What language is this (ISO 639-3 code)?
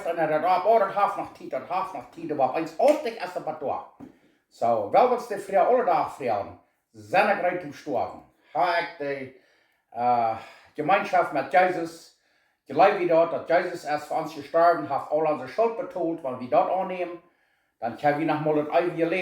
pdt